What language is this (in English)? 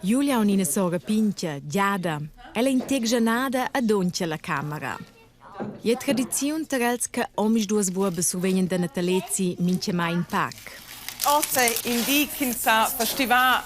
Romansh